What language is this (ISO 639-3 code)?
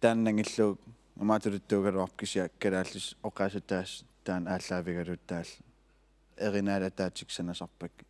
kal